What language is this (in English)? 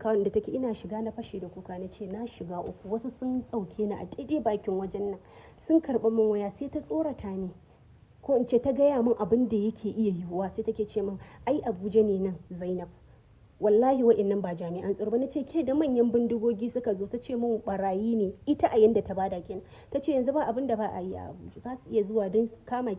Hausa